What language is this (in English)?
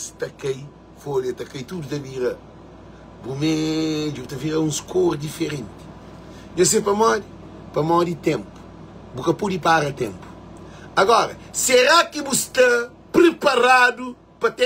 Kabuverdianu